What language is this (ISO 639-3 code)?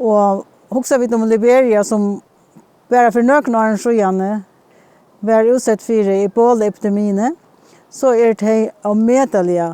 fao